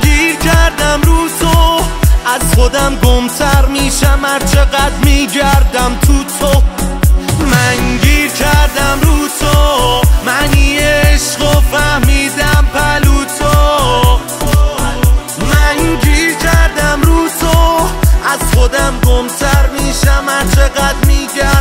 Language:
Persian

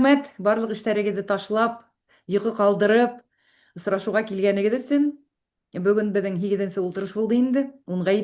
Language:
Bashkir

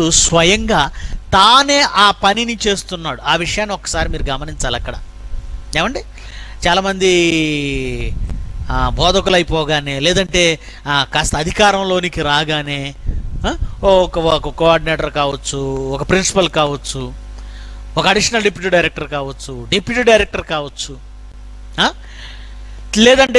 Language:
Telugu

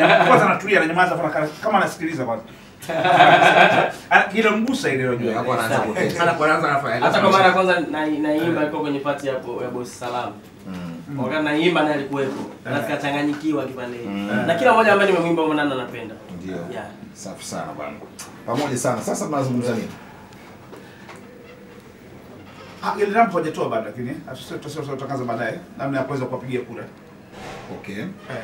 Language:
Swahili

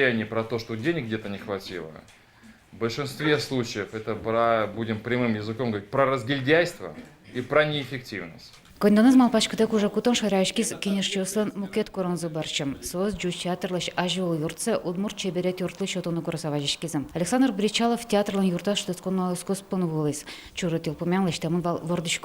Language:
Udmurt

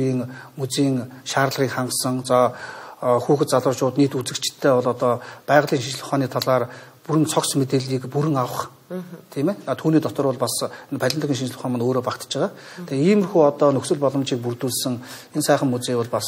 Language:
Mongolian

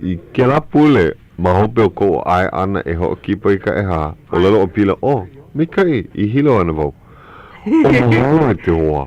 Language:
Hawaiian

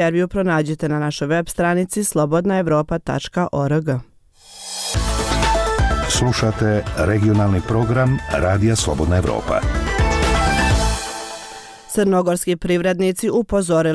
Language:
Bosnian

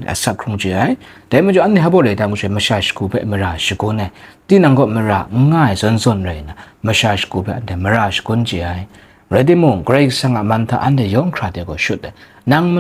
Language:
Kachin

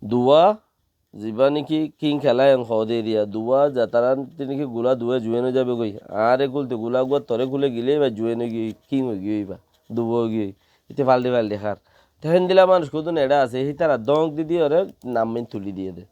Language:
Rohingya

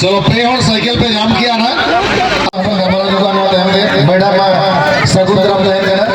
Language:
Santali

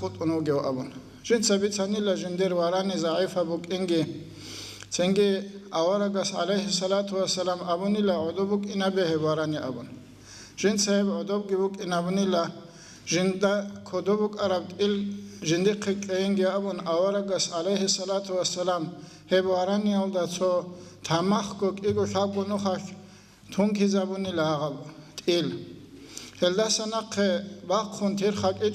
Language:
Avaric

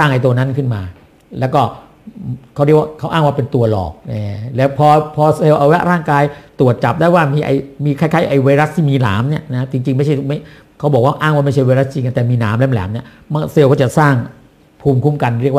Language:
Thai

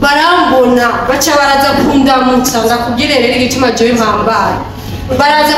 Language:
Rundi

